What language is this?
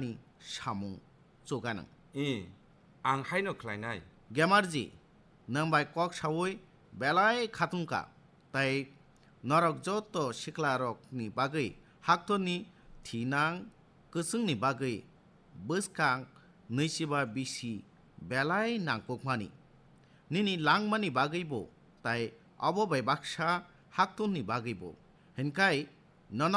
Kok Borok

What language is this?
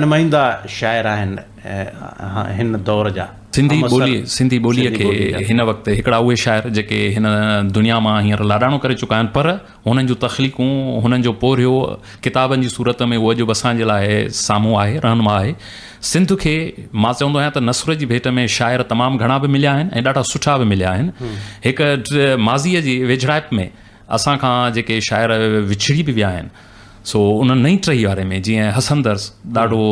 Sindhi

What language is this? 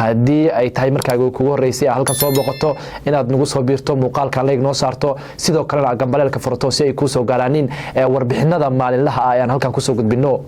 Somali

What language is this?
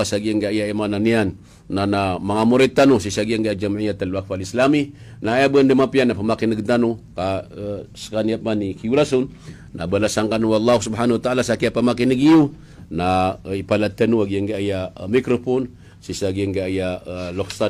Maranao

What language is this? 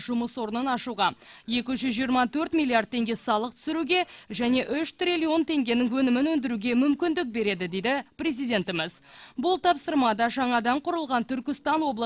Kazakh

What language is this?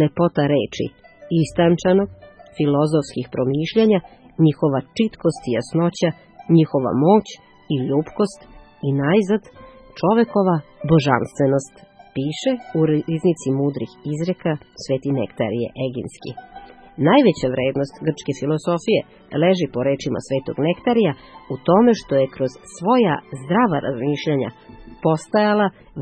Serbian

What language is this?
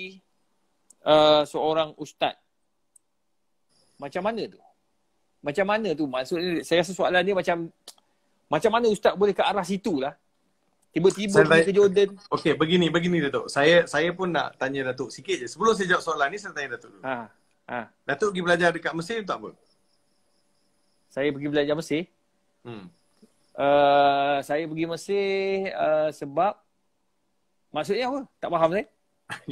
Malay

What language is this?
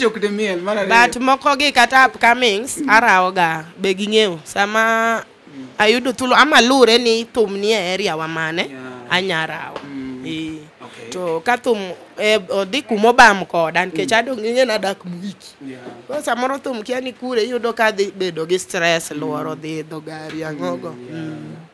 Luo (Kenya and Tanzania)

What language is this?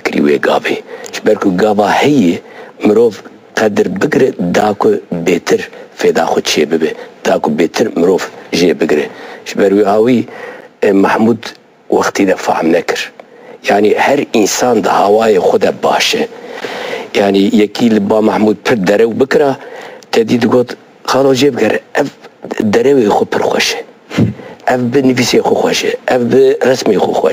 Kurdish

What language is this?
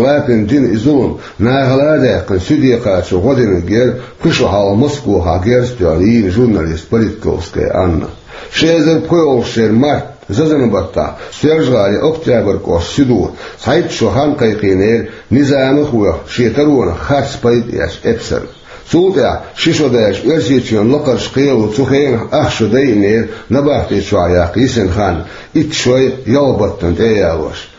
Chechen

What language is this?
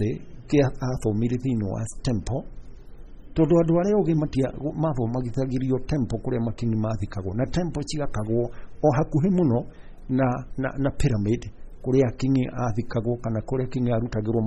Kikuyu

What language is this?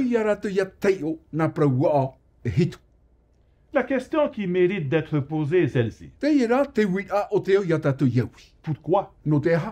Tahitian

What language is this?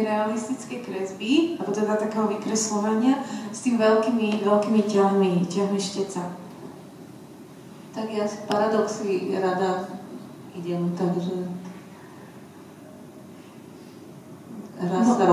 Slovak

